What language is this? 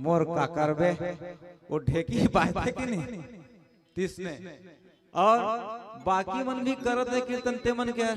Chhattisgarhi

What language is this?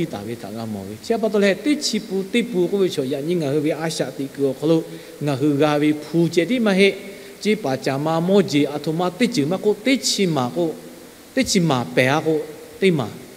Lahu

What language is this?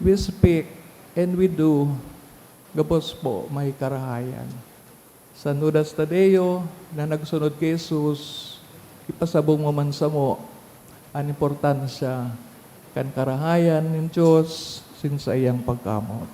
Bikol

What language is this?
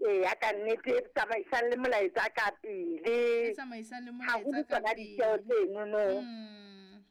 Southern Sotho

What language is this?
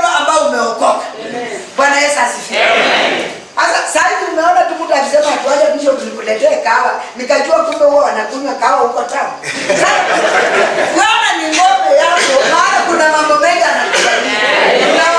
Swahili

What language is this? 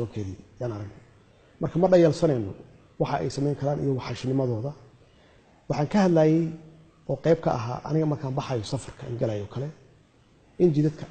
Somali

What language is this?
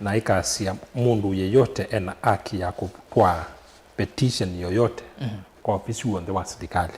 Kamba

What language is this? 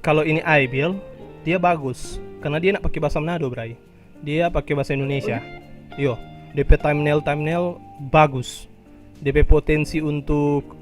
Manado Malay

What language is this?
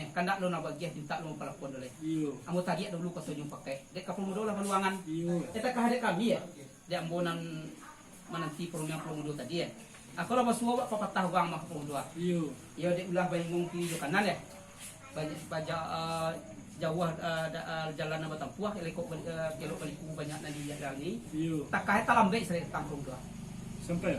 Minangkabau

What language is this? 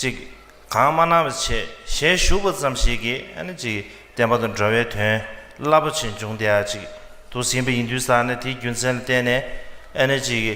Tibetan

